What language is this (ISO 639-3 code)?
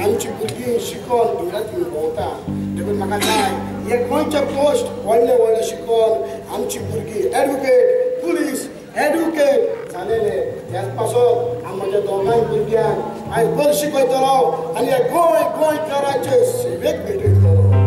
kok